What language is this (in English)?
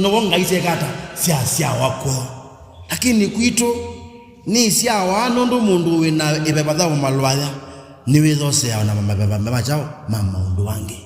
Kamba